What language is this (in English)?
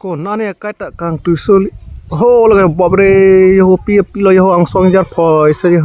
Karbi